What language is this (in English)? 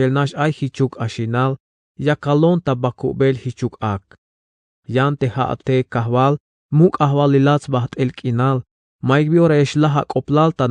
Tzeltal